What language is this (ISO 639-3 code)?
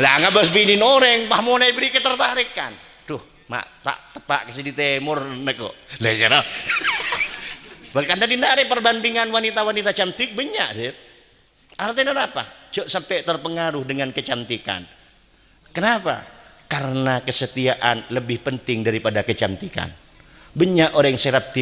mad